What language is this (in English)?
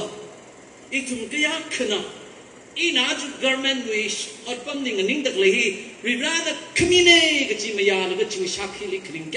Tangkhul Naga (India)